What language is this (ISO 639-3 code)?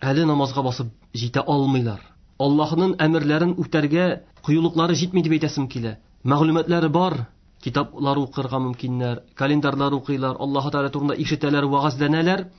tat